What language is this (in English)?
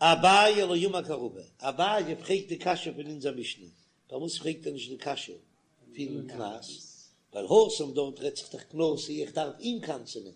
Yiddish